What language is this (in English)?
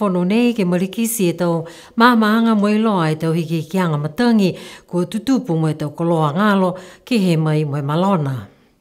Niuean